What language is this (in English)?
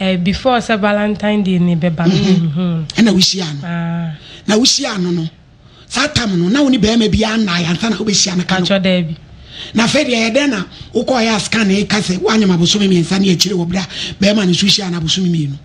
Akan